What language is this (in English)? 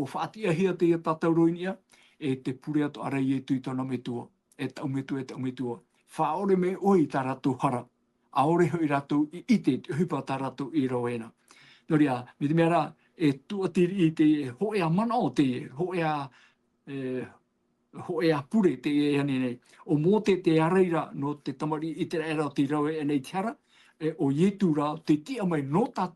Tahitian